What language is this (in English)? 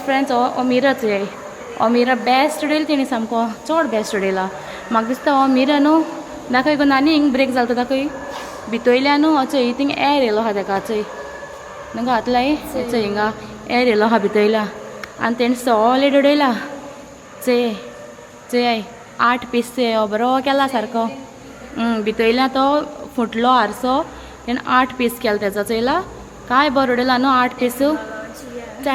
Konkani